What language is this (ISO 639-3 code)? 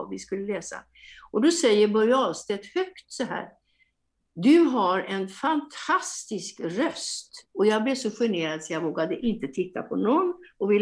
swe